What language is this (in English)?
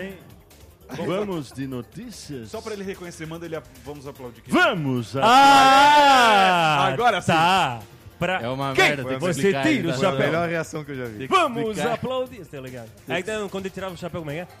Portuguese